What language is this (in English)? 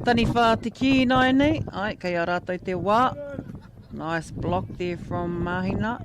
Māori